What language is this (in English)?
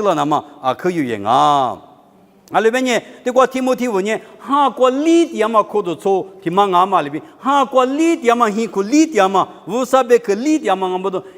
Lisu